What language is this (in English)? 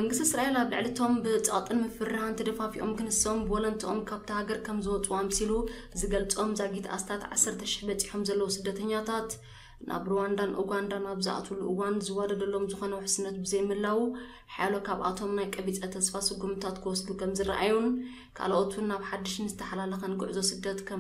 Tigrinya